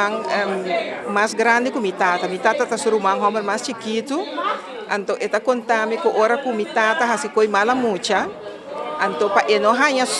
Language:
Papiamento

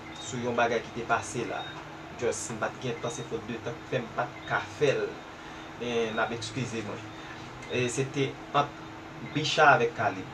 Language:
Haitian Creole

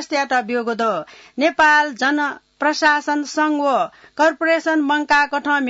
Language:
Newari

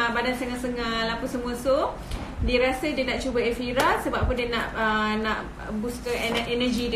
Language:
Malay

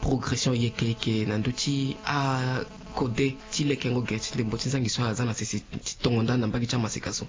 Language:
Sango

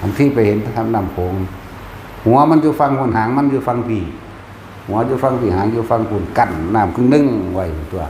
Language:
Northeastern Thai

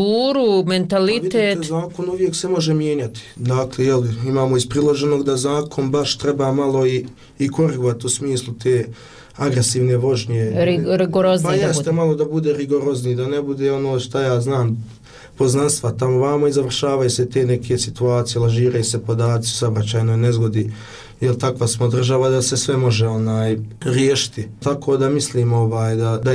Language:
Bosnian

